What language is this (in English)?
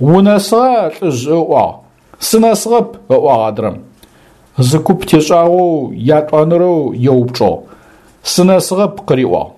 Adyghe